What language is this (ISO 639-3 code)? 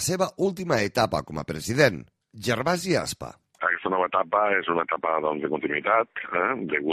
cat